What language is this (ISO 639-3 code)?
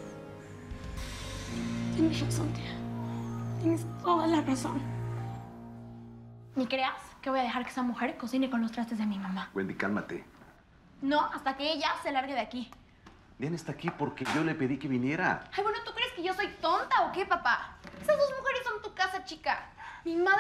spa